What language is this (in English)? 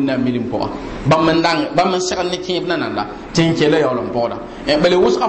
Mossi